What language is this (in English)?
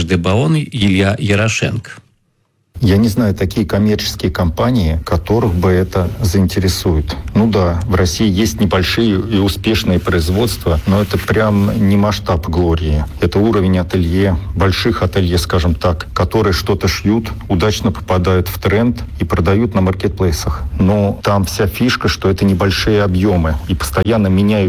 Russian